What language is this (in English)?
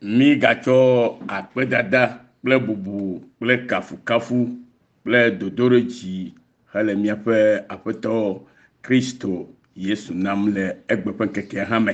Ewe